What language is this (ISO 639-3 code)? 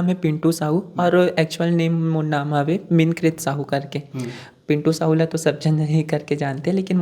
hne